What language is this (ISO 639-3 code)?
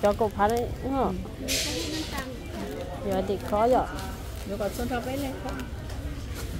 vie